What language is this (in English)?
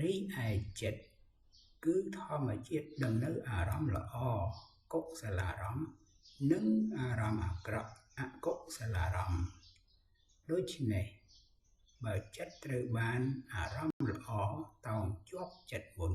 Khmer